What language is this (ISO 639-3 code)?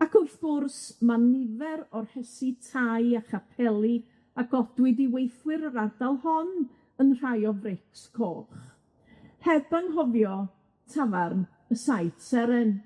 cym